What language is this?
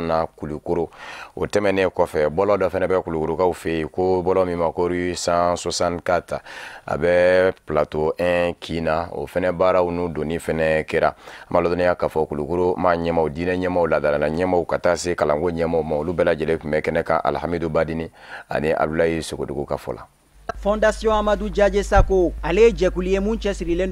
Bambara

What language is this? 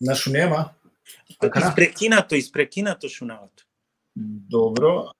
Balkan Romani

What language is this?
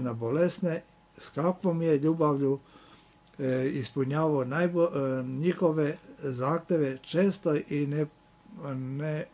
Serbian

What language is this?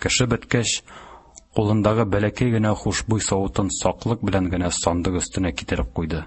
Tatar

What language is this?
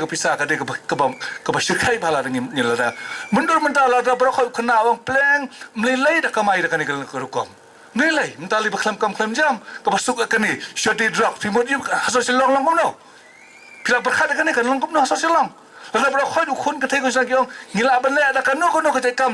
Khasi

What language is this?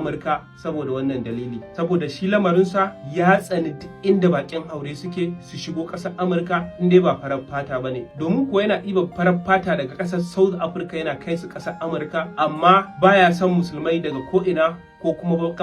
Hausa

